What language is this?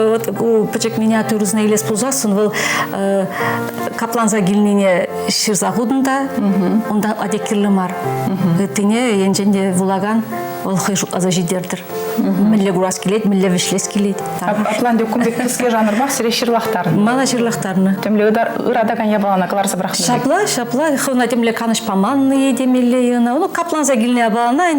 Chuvash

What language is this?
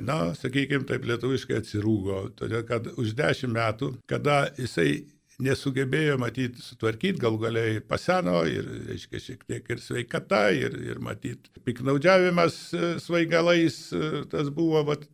Lithuanian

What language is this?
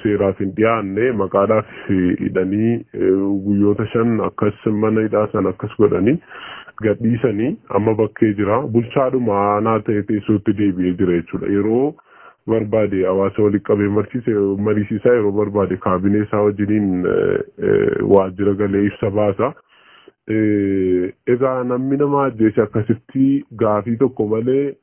Oromo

